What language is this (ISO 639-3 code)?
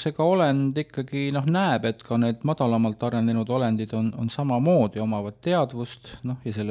est